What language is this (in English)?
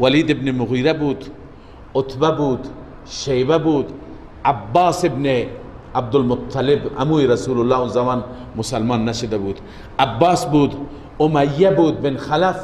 Persian